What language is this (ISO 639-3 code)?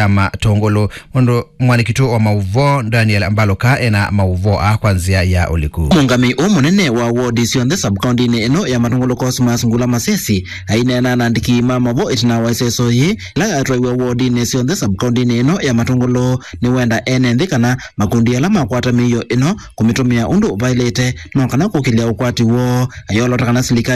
kam